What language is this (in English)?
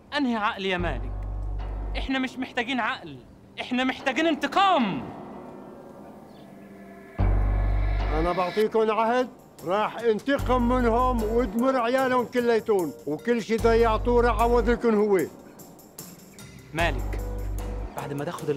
Turkish